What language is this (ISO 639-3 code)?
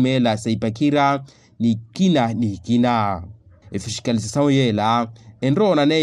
vmw